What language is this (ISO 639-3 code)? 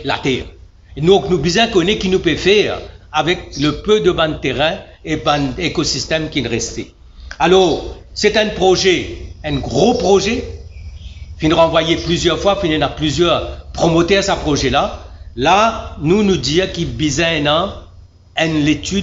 mfe